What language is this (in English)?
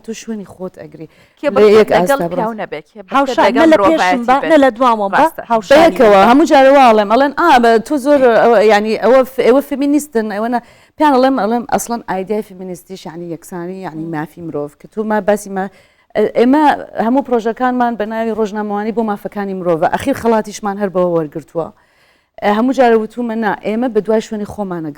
Central Kurdish